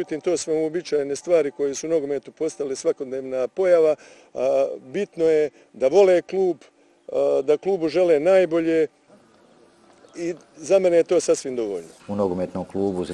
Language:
Croatian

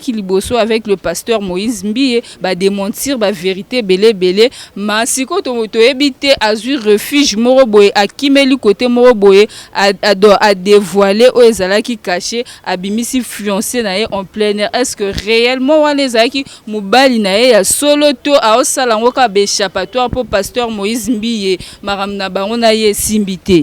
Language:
Lingala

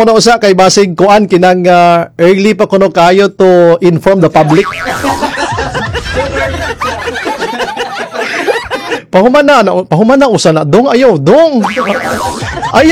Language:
Cebuano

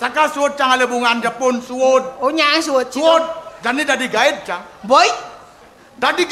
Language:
Balinese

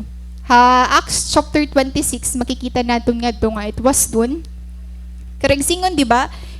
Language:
Waray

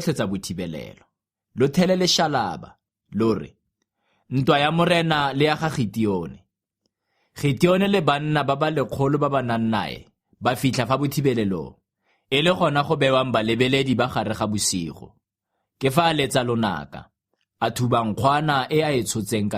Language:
Tswana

